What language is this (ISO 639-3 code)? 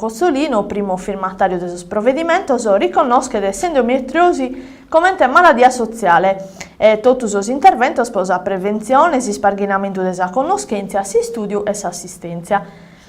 srd